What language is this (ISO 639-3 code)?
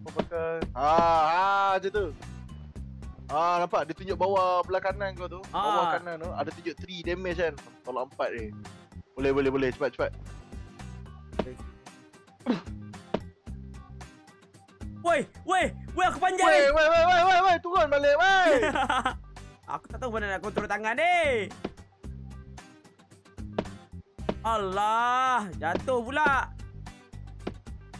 msa